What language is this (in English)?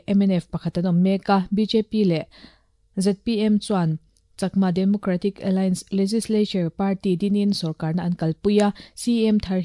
Mizo